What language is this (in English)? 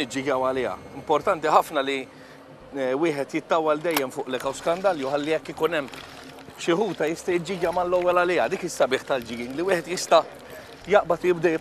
Maltese